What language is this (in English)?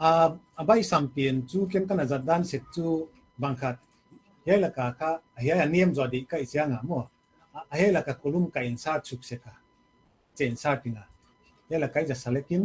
Paite Chin